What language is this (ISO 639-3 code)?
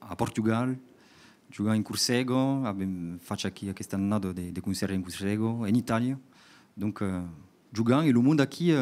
oci